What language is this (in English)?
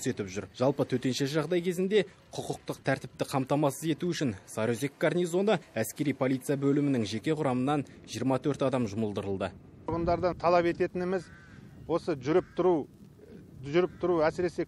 Kazakh